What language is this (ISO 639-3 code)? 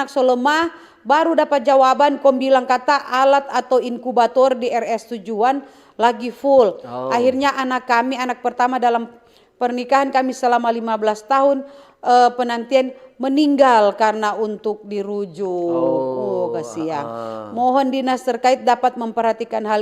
xmm